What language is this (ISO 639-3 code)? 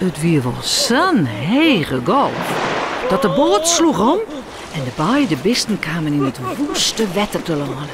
fry